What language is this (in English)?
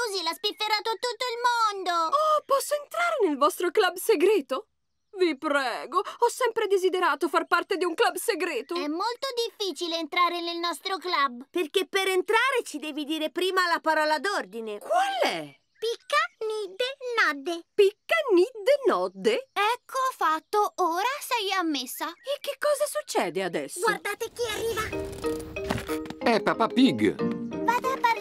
Italian